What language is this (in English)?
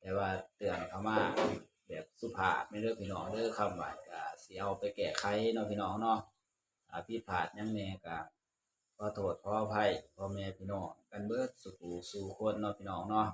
Lao